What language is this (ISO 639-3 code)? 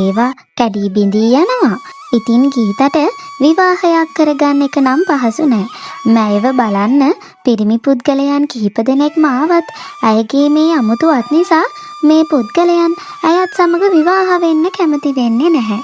sin